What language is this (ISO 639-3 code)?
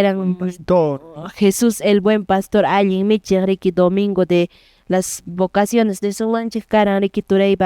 que